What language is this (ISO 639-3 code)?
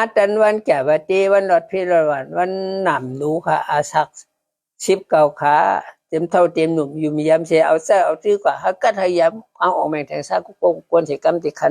shn